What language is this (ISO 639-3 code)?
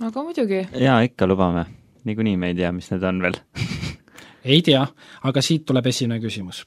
est